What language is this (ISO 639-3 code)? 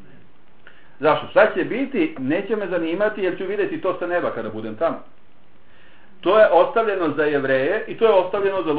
bos